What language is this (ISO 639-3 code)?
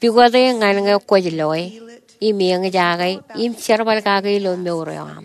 mah